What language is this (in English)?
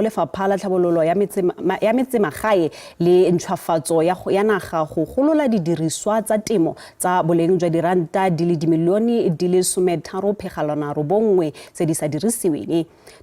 Tswana